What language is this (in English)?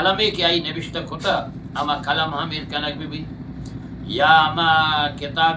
Eastern Balochi